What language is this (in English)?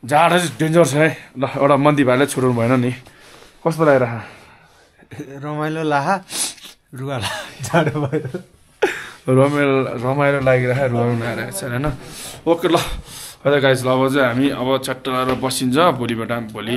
Nepali